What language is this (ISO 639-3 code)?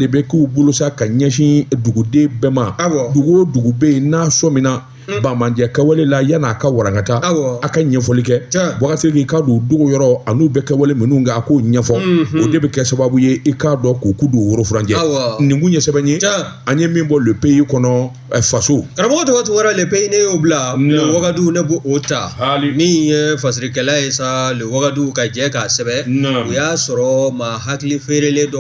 bam